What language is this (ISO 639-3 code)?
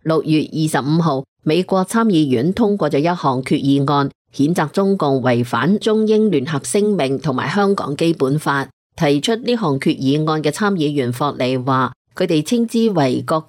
yue